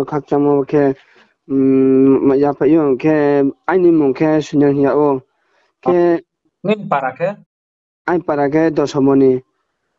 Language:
Riang (India)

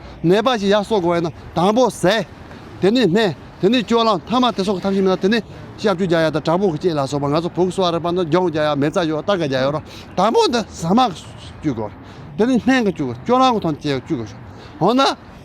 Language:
Tibetan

